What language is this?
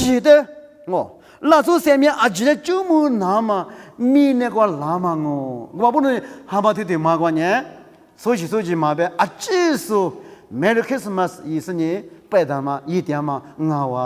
Lisu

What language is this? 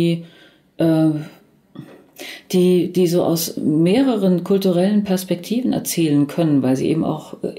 German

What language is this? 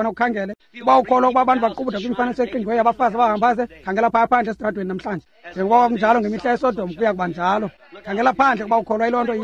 Xhosa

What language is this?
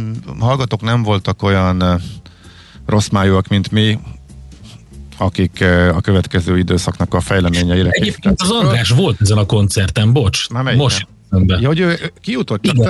Hungarian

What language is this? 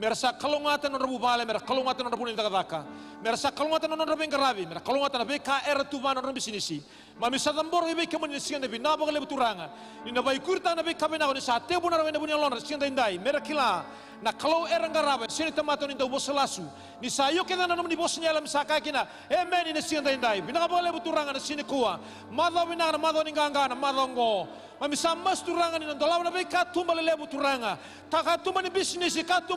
Fijian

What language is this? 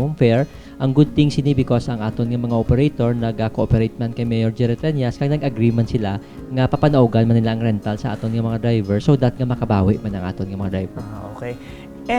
Hiligaynon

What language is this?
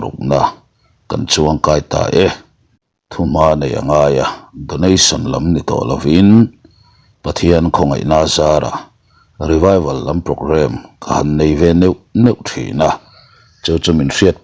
Mizo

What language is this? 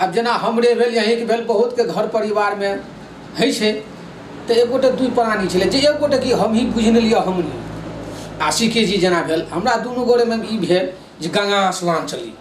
Maithili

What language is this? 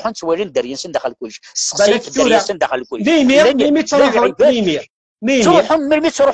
Kabyle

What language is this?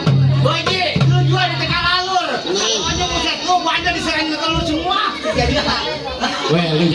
Betawi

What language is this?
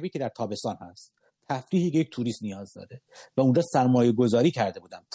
Persian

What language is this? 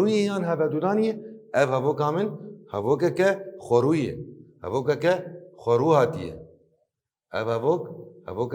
Kurdish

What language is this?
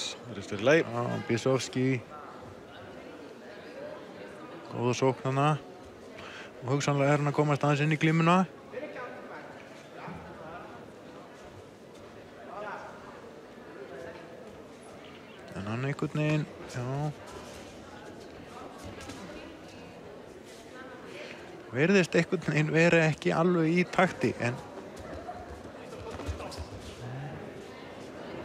Icelandic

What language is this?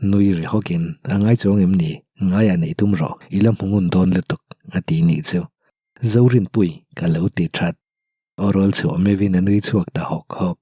Mizo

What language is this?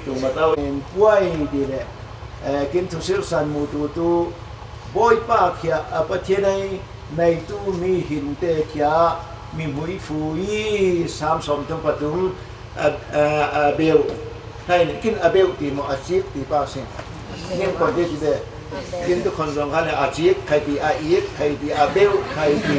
Falam Chin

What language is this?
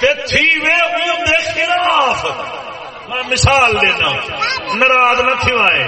Saraiki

